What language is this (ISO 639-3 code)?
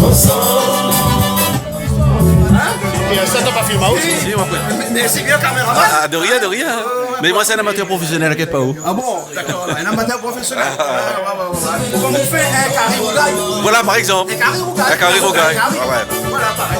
rcf